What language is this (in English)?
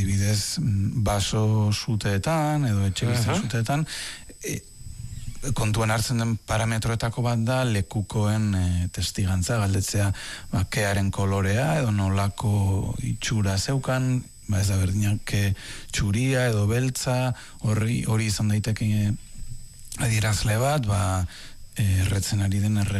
Basque